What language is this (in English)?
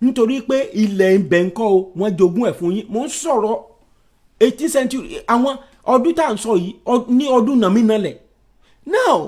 Yoruba